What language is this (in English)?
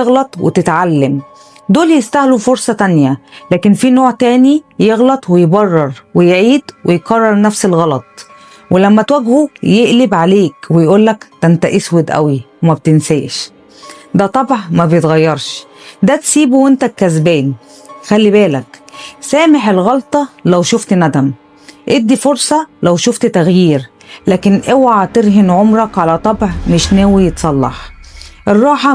Egyptian Arabic